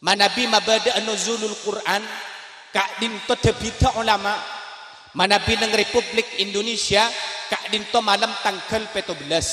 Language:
Madurese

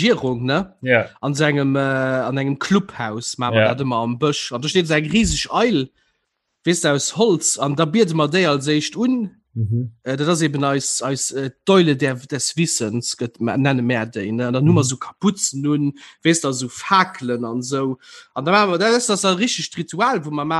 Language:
Luxembourgish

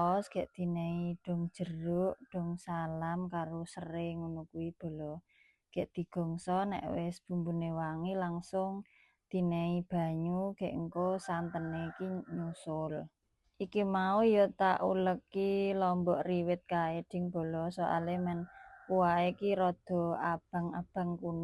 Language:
Javanese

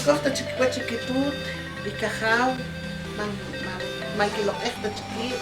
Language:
Poqomchi'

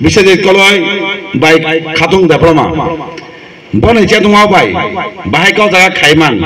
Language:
Kok Borok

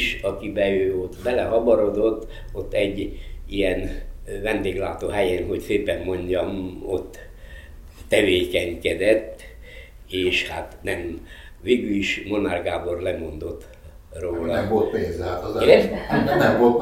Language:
Hungarian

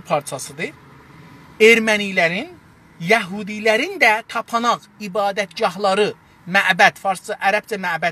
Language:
South Azerbaijani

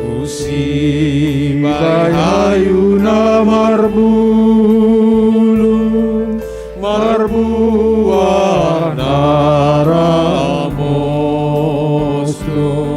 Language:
Batak Simalungun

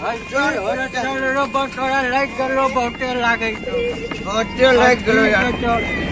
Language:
Maithili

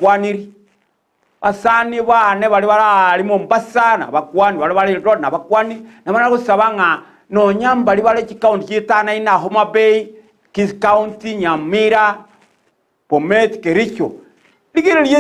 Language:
Gusii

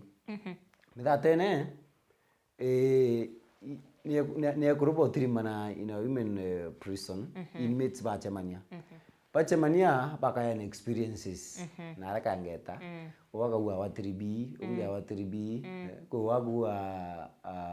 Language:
Meru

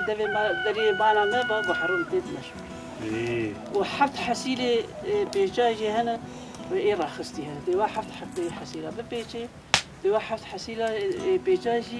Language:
Kurdish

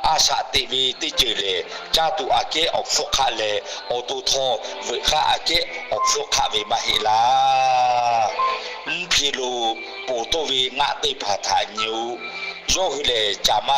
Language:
Lahu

